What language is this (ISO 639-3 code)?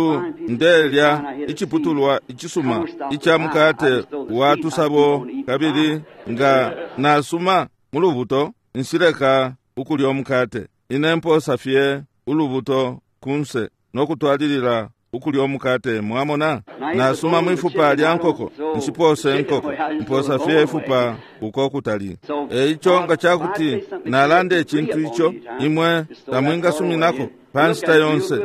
bem